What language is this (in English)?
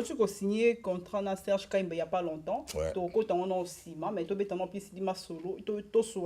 Lingala